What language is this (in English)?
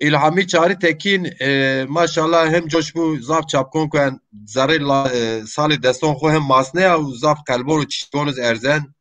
Zaza